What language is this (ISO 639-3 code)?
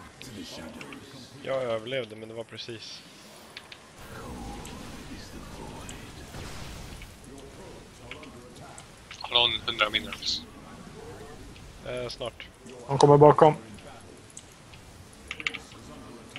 swe